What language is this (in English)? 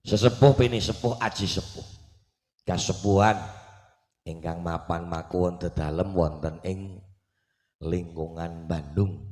Javanese